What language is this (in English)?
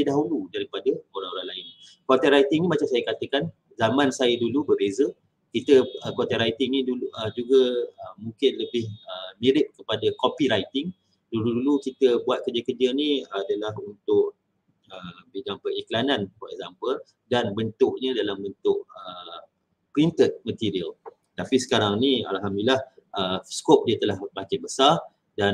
Malay